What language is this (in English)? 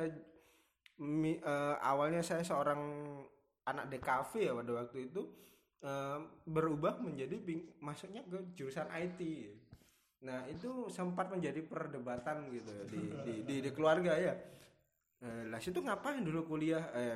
Indonesian